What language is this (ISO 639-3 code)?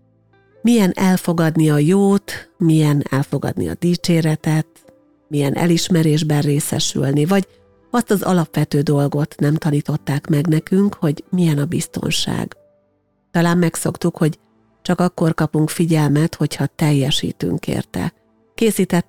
hun